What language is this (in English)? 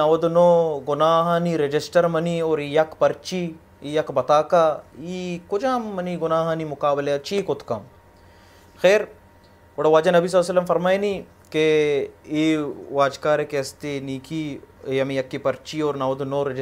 Baluchi